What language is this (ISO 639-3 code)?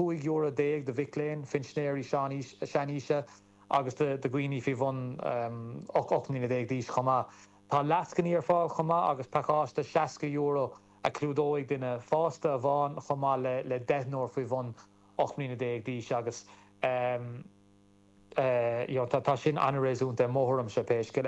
gle